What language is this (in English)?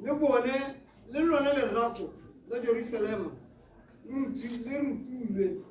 Tswana